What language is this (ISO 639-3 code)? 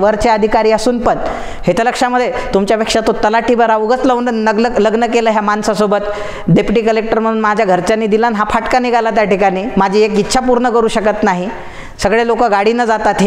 mar